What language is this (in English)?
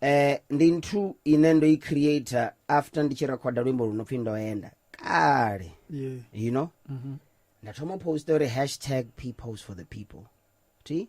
Venda